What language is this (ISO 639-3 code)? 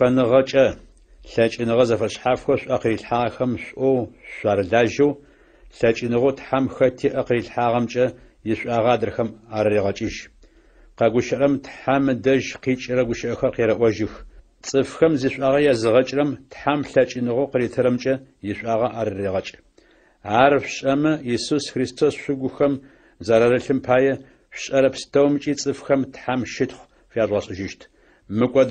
ady